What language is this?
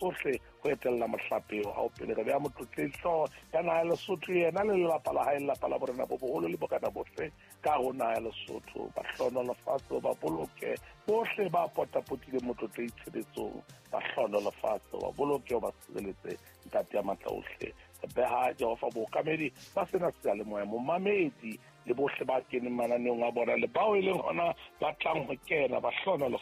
Southern Sotho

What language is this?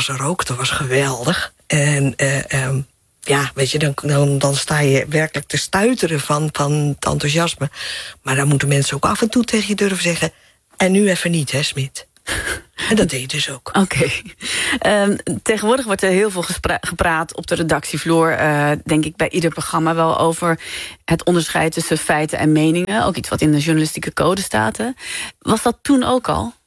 Dutch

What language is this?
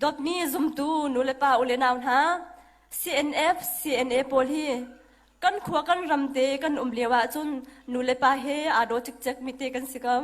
Hakha Chin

